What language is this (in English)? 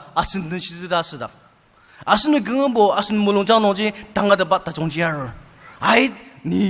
Ao Naga